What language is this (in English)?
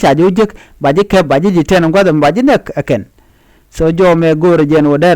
Nuer